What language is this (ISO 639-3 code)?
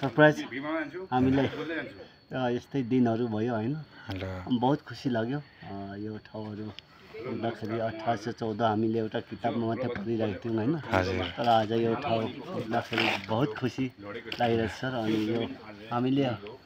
nep